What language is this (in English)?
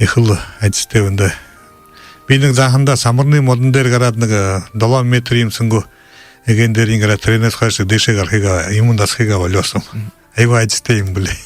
Buriat